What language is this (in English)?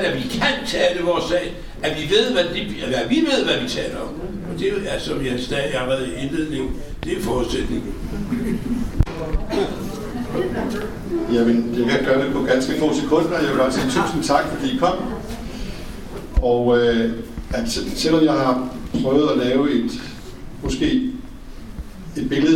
Danish